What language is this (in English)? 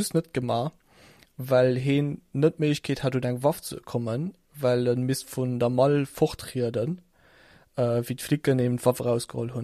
Luxembourgish